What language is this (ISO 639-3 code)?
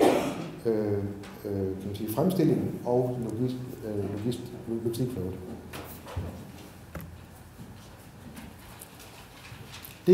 dan